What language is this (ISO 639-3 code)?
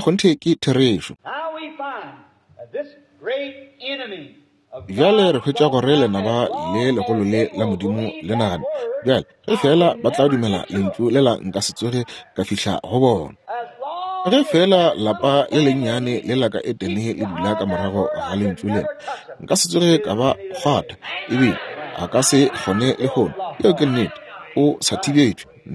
nso